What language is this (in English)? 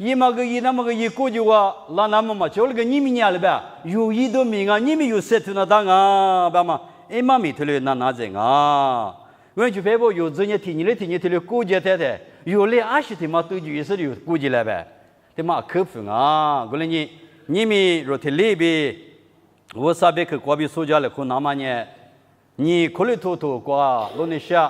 Lisu